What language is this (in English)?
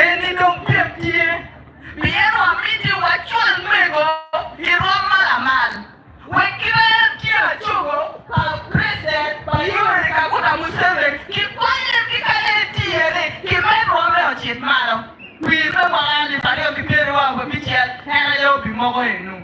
Acoli